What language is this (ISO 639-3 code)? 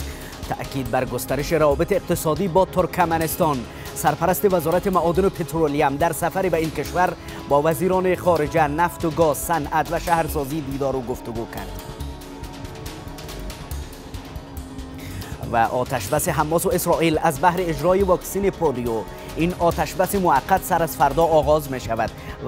fas